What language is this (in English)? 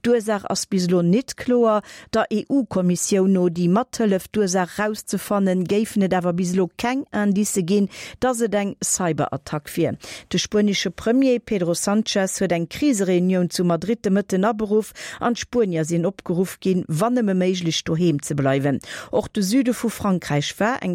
Luxembourgish